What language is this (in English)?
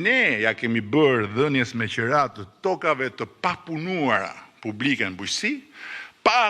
Albanian